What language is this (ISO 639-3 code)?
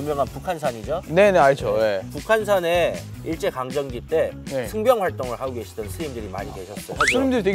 kor